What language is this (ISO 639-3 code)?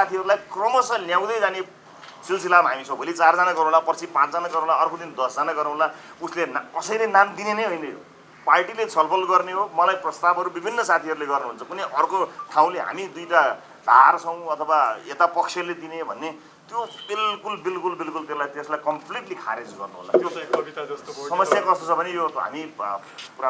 nep